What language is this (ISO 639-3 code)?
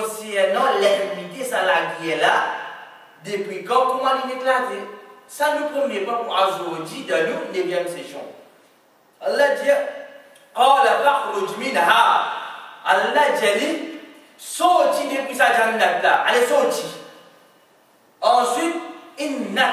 fra